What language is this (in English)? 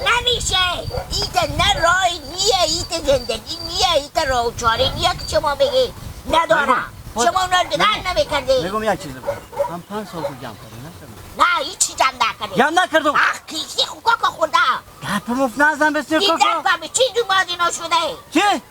Persian